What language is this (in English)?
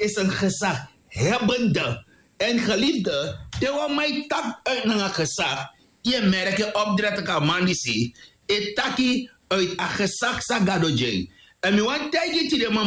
Sranan Tongo